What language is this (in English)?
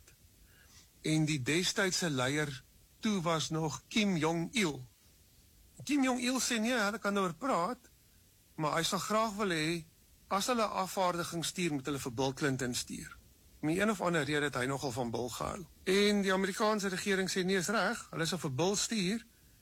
Afrikaans